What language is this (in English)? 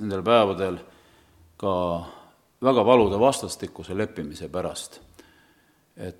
Estonian